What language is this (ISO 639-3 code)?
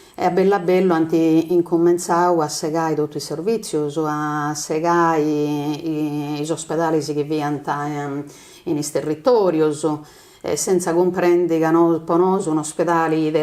srd